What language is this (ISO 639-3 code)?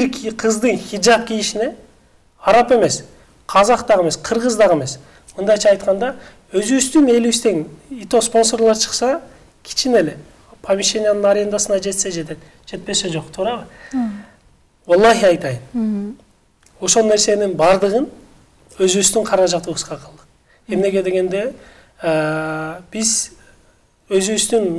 kir